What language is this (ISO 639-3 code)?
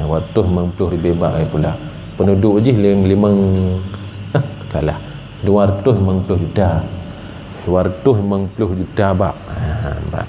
ace